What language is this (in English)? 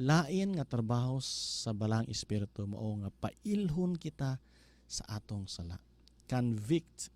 Cebuano